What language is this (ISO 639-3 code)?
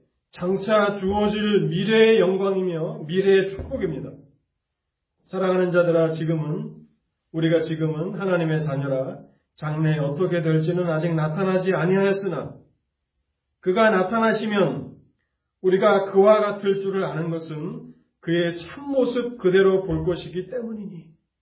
kor